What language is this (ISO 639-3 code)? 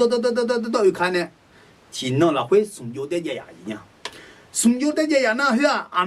ahk